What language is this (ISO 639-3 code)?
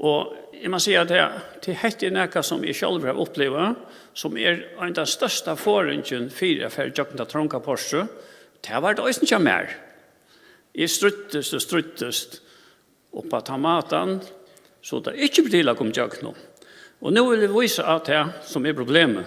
fao